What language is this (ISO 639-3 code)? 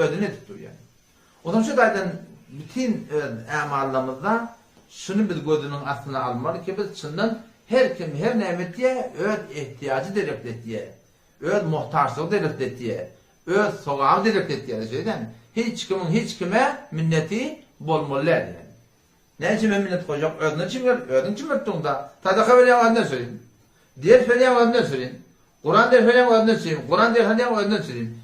tuk